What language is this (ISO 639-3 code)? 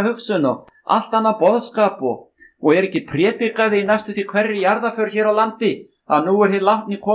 isl